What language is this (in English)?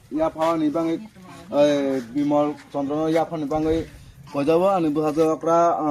Kok Borok